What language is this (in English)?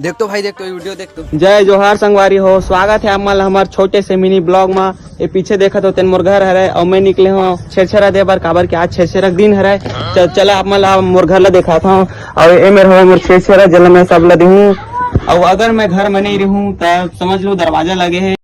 Chhattisgarhi